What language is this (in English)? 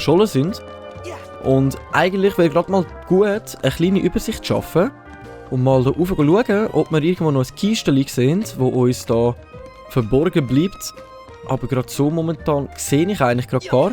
Swiss German